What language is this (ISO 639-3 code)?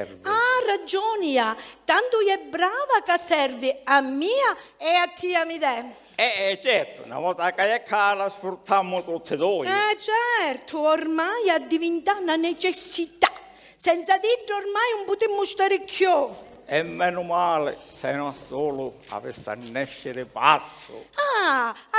scn